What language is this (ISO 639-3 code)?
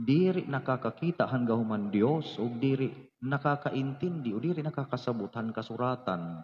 war